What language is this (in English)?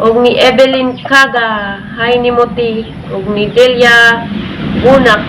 Cebuano